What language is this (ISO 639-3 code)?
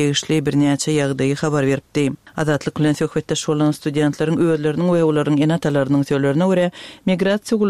tuk